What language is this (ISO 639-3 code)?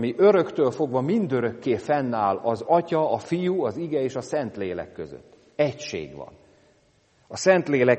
hun